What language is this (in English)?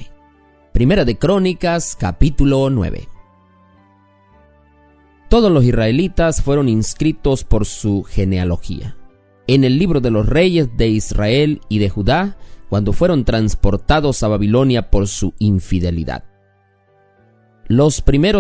Spanish